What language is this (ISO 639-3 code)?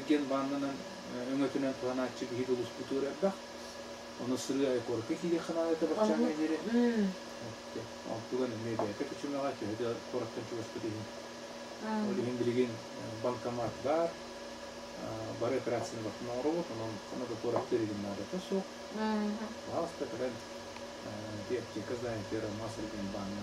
sah